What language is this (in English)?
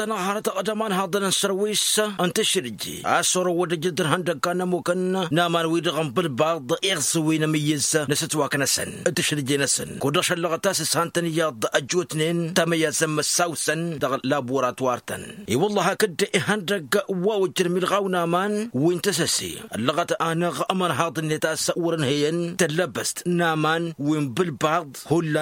Tamasheq